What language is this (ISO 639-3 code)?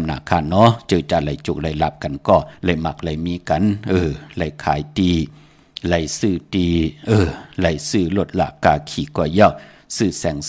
shn